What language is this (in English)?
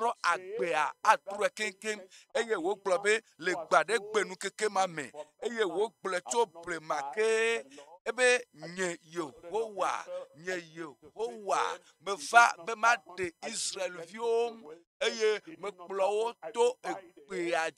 Ewe